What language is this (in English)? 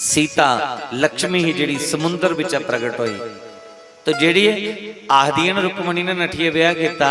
Dogri